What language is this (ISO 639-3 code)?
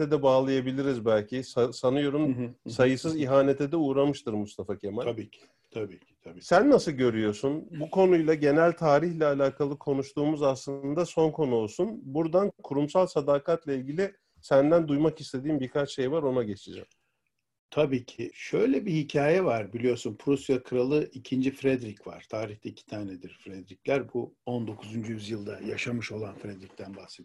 tur